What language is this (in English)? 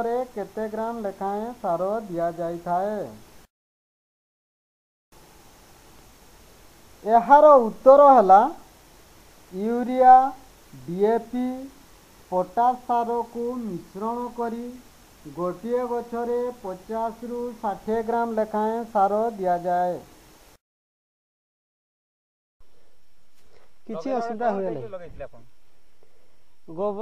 Odia